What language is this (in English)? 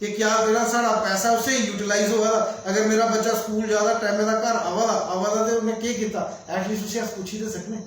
Dogri